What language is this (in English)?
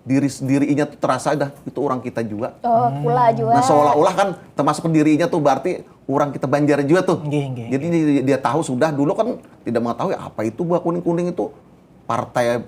Banjar